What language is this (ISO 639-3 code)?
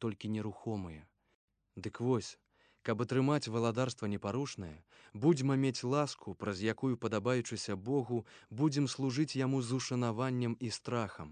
bel